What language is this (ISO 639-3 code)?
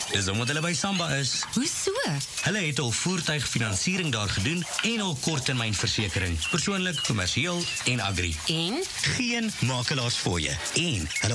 afr